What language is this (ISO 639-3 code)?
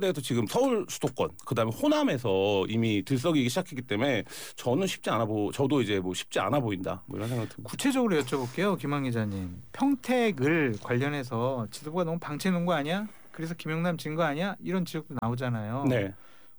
kor